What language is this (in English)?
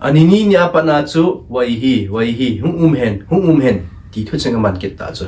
Thado Chin